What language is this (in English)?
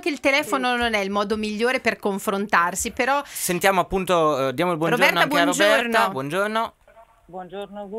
Italian